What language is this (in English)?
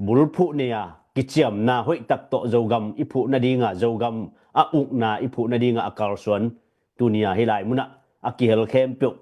Tedim Chin